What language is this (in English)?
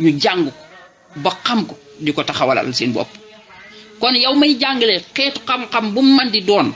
Wolof